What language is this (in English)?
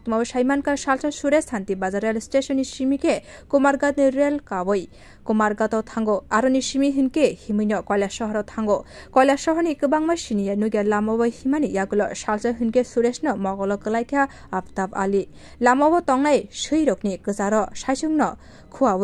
Kok Borok